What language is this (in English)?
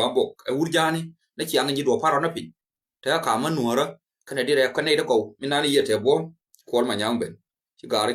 Nuer